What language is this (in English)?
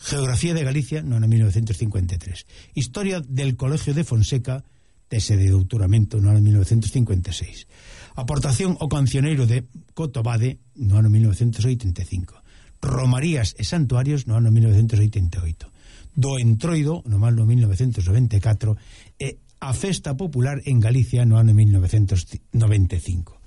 Galician